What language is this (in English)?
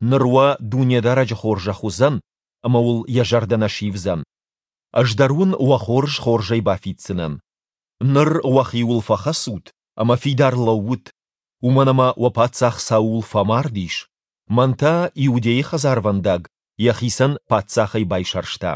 Ossetic